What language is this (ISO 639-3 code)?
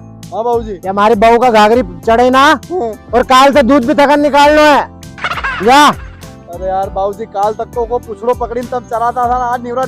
raj